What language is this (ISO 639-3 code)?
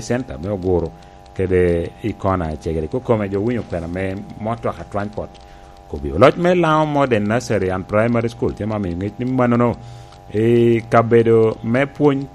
laj